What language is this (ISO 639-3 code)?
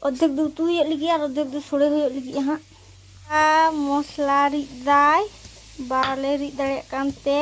sat